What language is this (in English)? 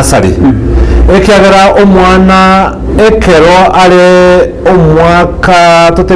Gusii